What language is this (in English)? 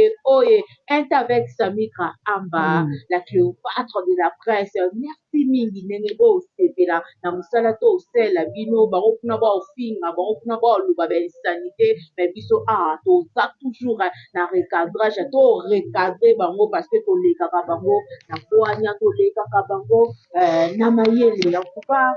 Lingala